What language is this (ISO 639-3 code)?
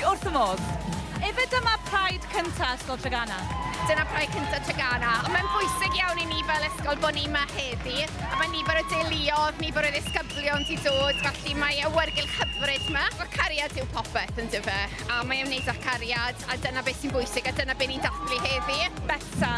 cym